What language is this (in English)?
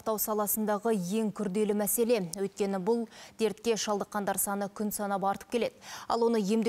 Kazakh